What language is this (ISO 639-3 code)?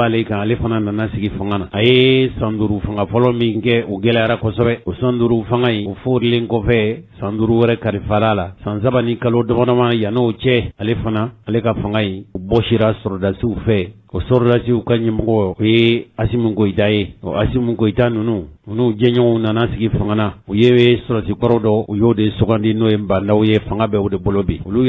bam